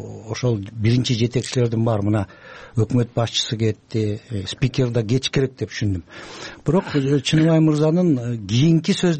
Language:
Kyrgyz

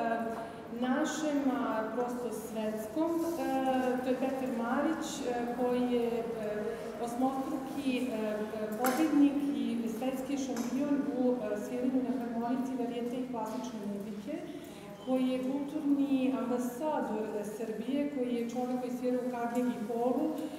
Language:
Serbian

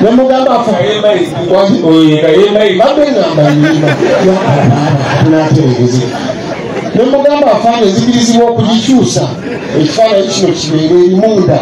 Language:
Ganda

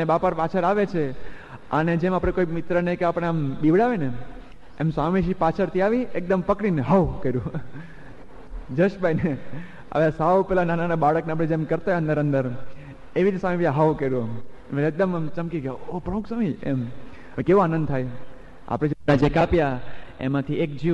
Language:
Gujarati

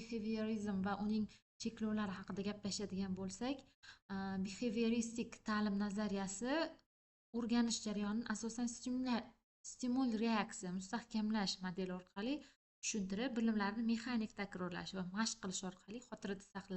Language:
Uzbek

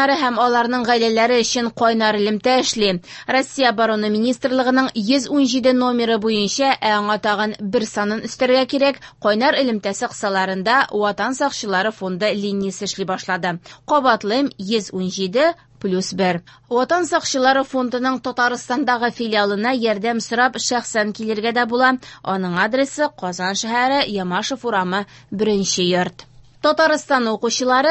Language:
Tatar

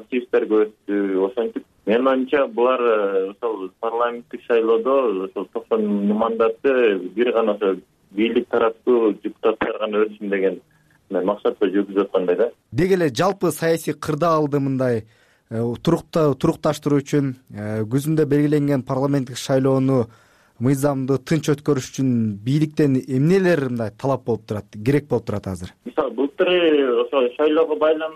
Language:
Kyrgyz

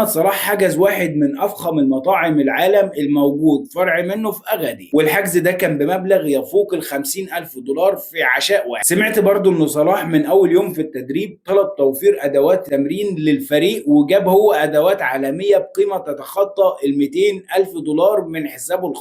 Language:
Egyptian Arabic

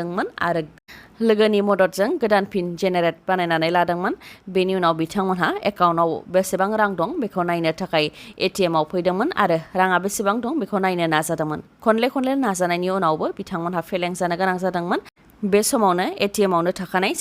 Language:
Bodo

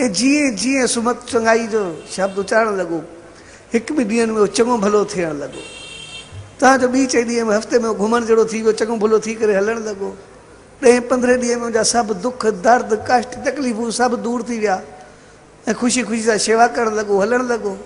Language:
Sindhi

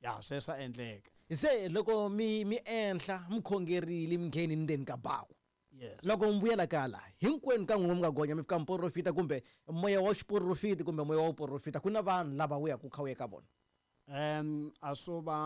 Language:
Tsonga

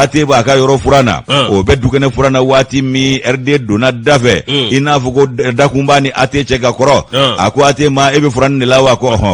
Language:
Bambara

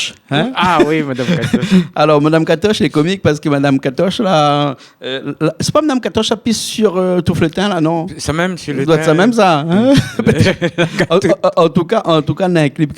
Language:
Réunion Creole French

